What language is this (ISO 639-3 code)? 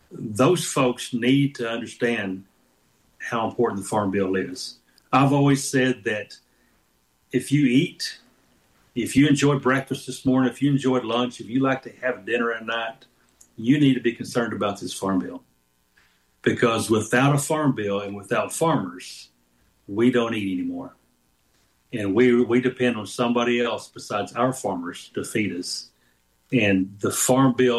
eng